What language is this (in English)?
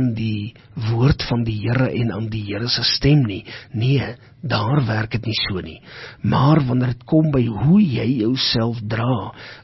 Afrikaans